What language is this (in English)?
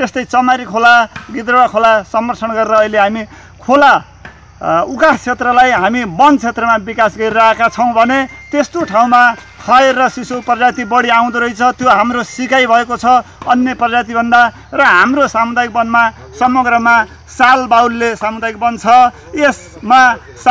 Nepali